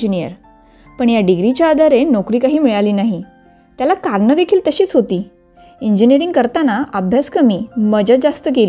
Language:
Marathi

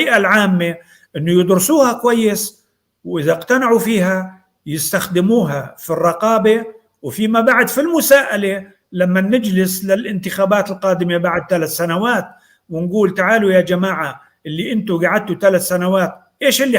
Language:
North Levantine Arabic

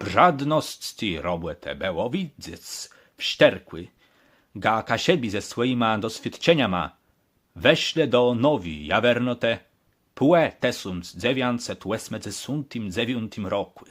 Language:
Kashubian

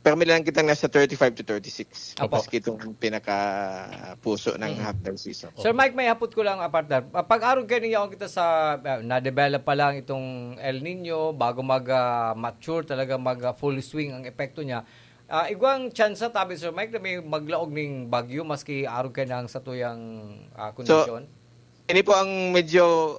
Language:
Bikol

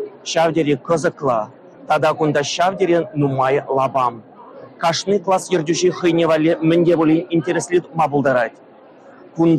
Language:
Chuvash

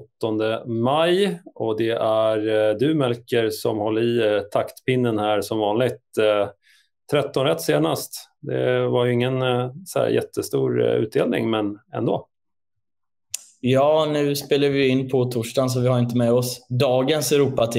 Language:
Swedish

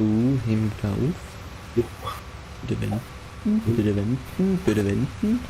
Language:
Bavarian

